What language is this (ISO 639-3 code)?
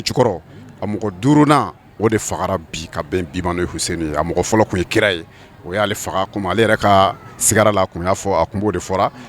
bam